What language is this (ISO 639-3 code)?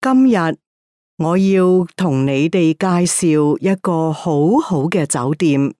yue